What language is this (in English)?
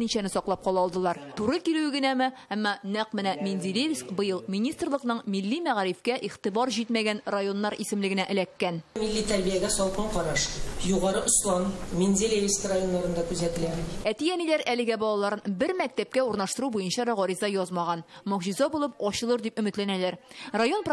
Tatar